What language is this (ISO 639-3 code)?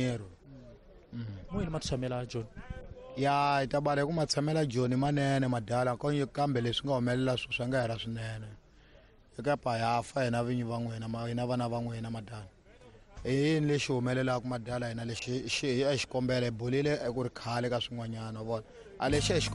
tso